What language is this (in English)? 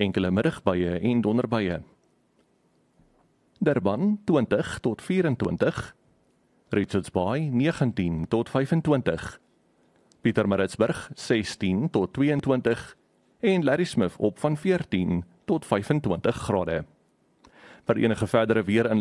Afrikaans